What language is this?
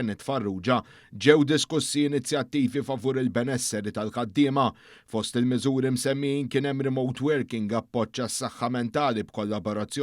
Maltese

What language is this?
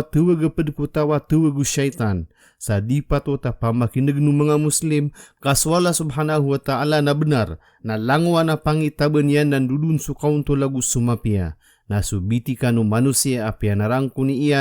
Maranao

